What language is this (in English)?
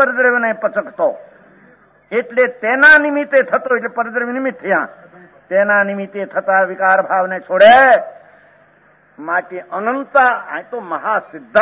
Gujarati